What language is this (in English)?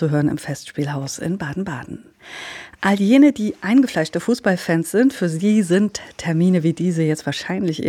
German